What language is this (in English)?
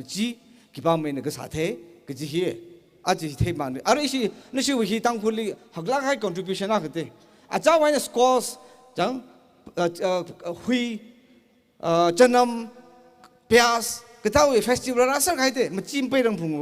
Tangkhul Naga (India)